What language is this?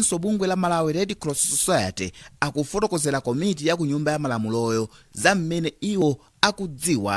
Nyanja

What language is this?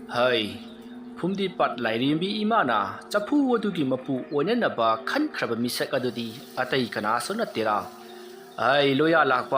Manipuri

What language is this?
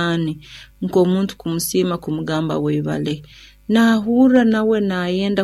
Nyoro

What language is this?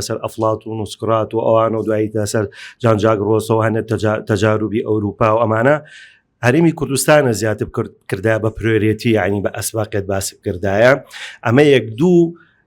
Central Kurdish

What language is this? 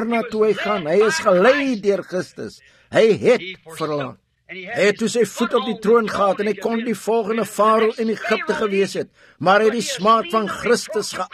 Afrikaans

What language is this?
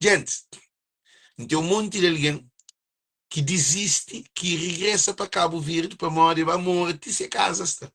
Kabuverdianu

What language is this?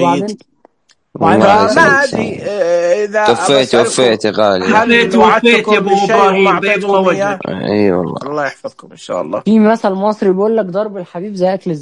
Najdi Arabic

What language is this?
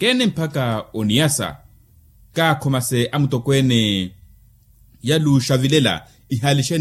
Makhuwa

